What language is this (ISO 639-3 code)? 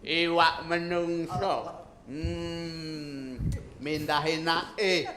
jav